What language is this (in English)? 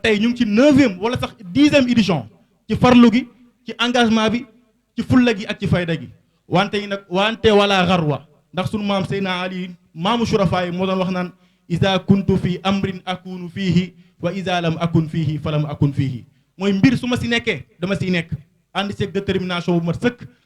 Wolof